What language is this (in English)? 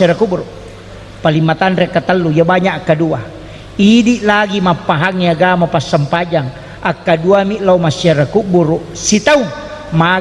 Buginese